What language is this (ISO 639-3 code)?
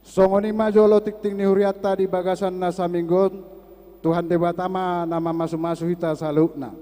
bbc